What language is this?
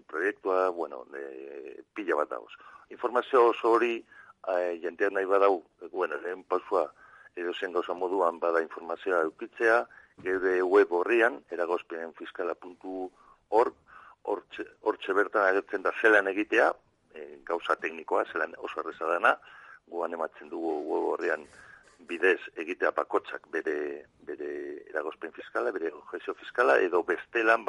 Basque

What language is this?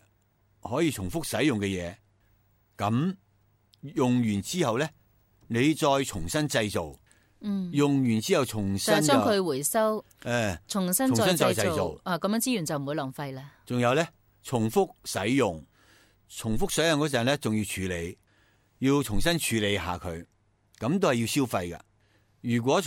Cantonese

